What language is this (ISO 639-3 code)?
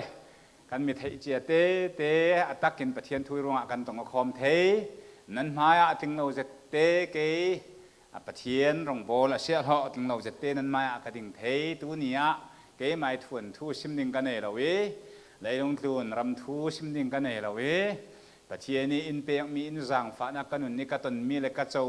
cfm